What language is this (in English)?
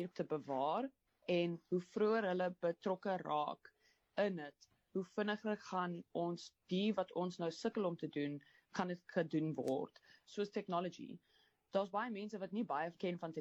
Afrikaans